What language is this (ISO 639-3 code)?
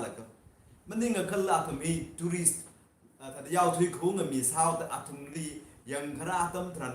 nmf